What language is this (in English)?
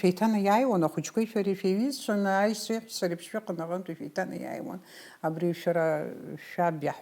Abkhazian